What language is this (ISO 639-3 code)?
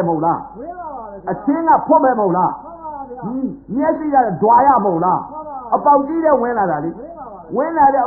mya